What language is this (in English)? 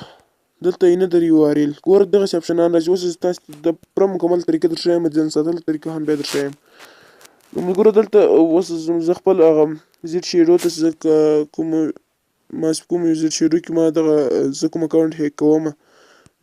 Pashto